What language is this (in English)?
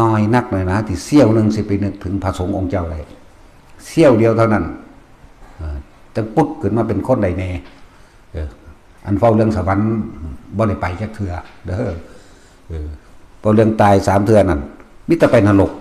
Northeastern Thai